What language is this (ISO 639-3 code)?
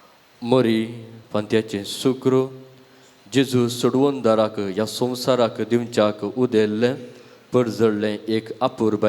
kok